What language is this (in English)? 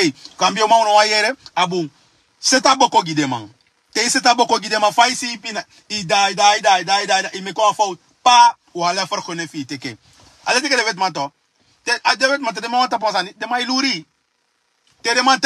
Sranan Tongo